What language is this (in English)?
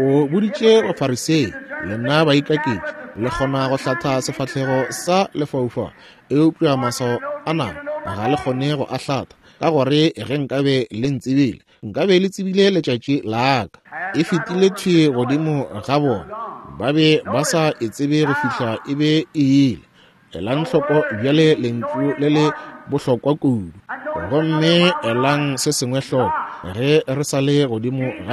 Northern Sotho